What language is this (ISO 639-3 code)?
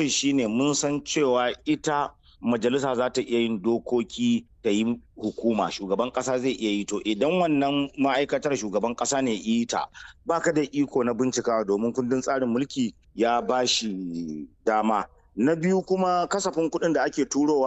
hau